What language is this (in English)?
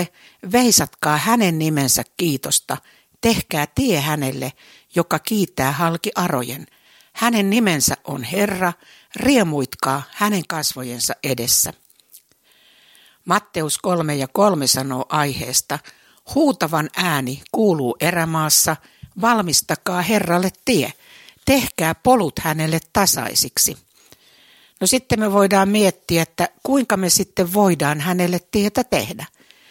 Finnish